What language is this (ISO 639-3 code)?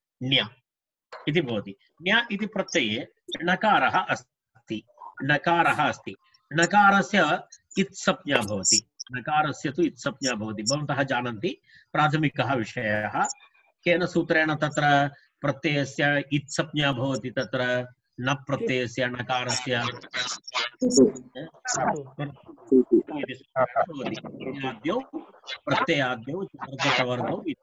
san